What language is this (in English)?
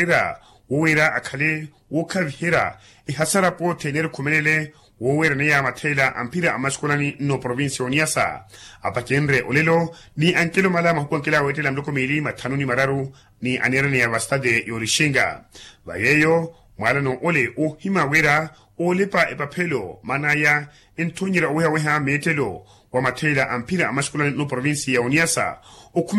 Makhuwa